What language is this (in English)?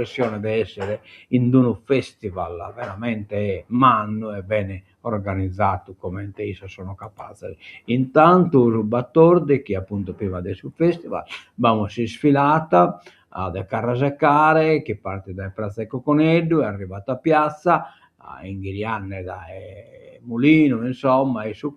Sardinian